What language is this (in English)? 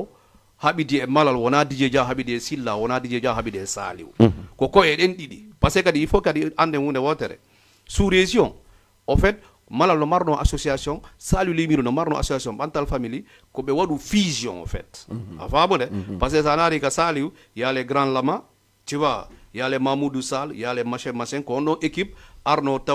Fula